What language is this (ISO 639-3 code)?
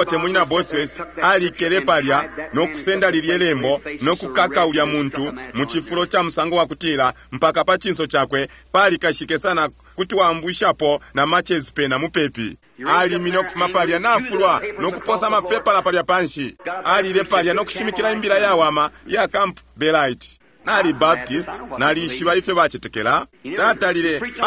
bem